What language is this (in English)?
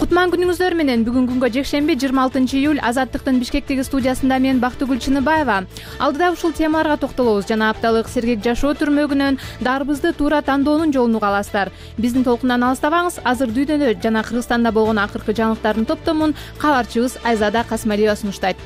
Kyrgyz